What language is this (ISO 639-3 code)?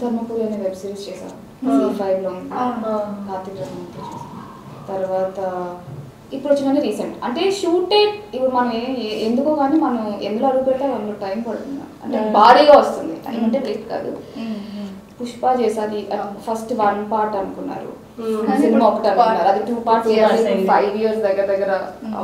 tel